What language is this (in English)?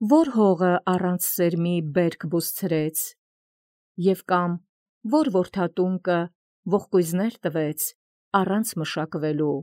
Armenian